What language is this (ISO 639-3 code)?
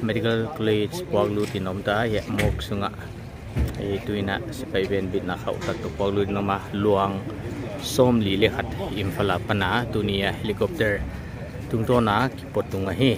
pck